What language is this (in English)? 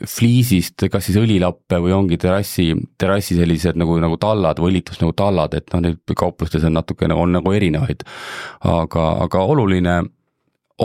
Estonian